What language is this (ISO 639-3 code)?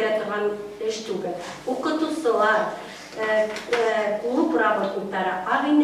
bak